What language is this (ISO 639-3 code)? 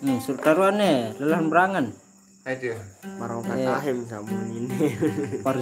sas